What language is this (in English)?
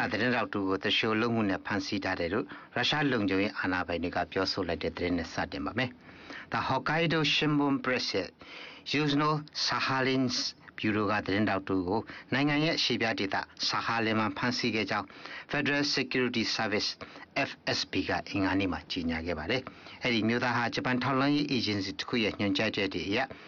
Burmese